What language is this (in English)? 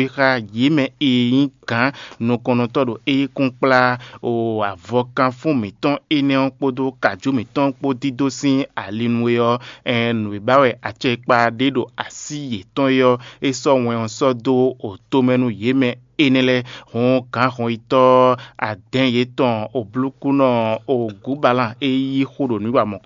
Fon